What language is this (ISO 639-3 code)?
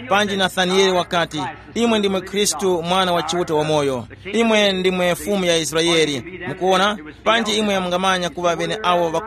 tum